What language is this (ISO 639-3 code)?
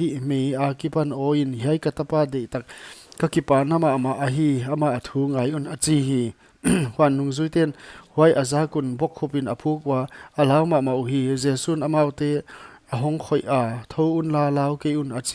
pck